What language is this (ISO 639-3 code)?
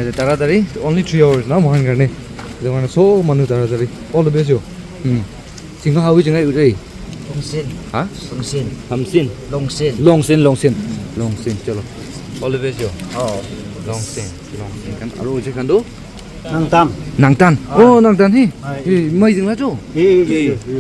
nag